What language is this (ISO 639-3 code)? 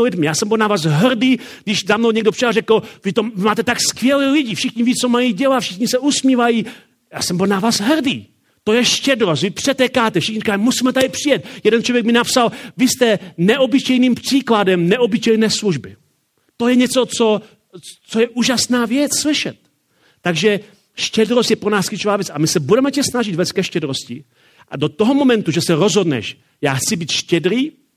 ces